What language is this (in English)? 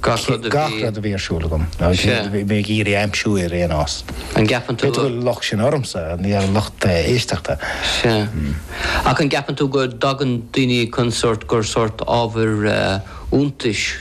Irish